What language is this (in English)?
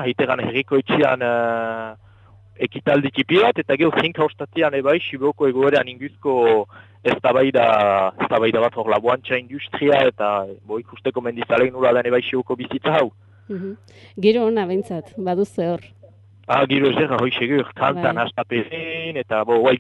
Basque